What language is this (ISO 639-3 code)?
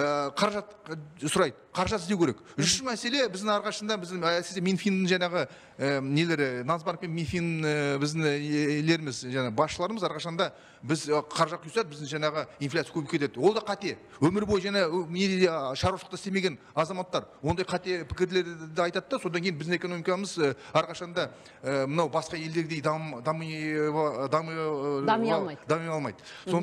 kaz